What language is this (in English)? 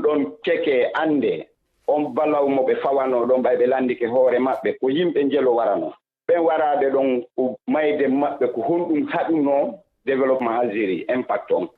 Fula